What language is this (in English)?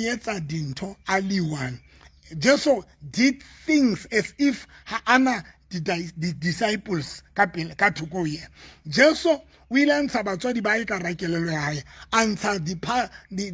Southern Sotho